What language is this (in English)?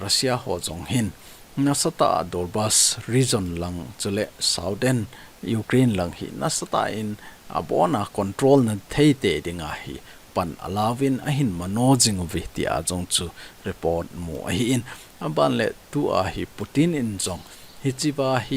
Thado Chin